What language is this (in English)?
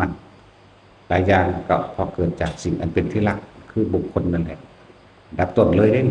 Northeastern Thai